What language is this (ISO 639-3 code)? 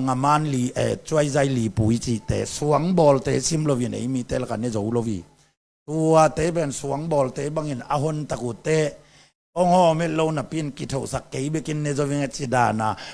ctd